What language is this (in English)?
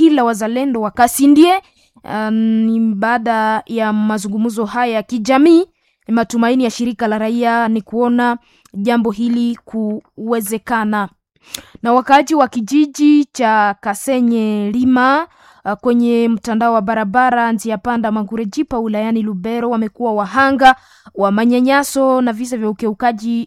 Swahili